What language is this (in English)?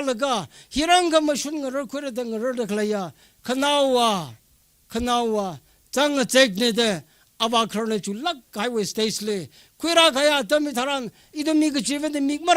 Tangkhul Naga (India)